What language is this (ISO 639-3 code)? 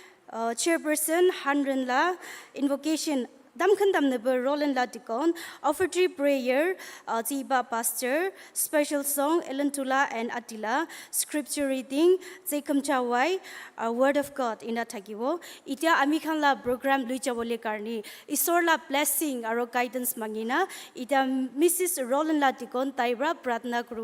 nag